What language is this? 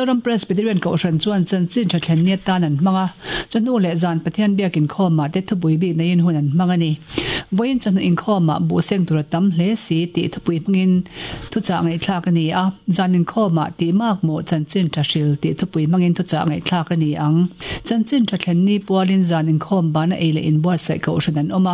Mizo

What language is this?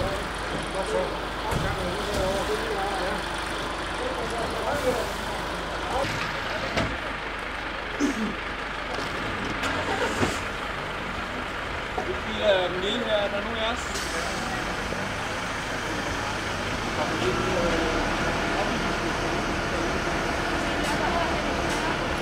Danish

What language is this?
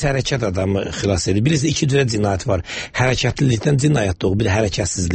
Azerbaijani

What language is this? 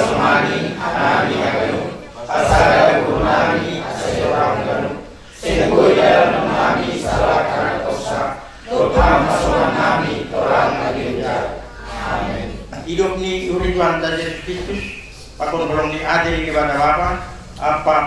Batak Simalungun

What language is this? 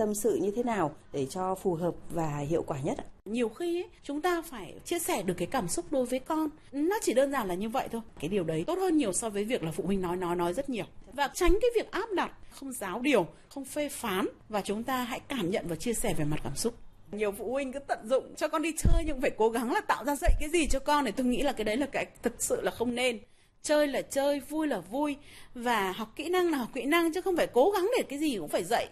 Vietnamese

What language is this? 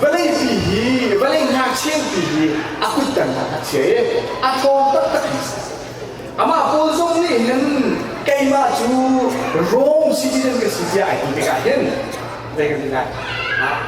Hakha Chin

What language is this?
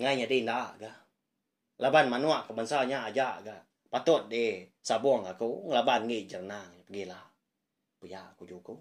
Iban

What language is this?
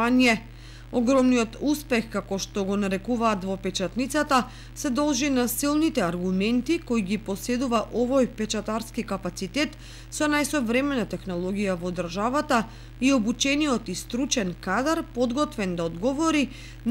Macedonian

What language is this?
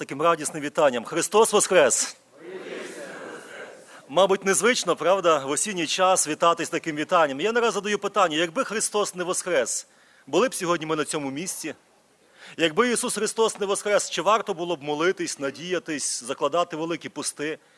Ukrainian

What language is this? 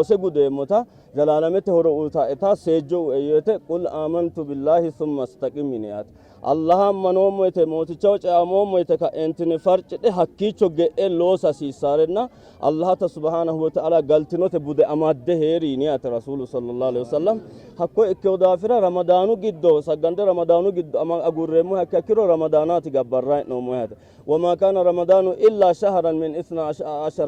Sidamo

